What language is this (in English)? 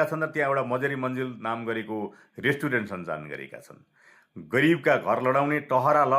Nepali